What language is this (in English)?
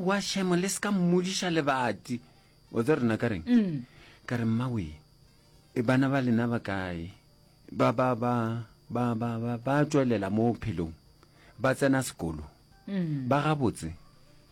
Northern Sotho